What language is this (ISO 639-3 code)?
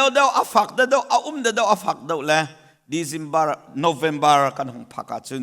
cnh